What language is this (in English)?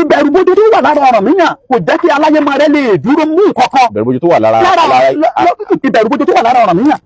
Yoruba